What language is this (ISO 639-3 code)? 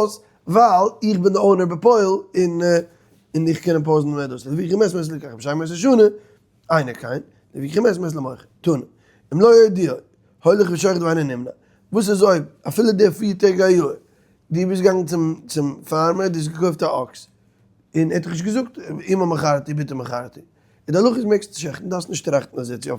yid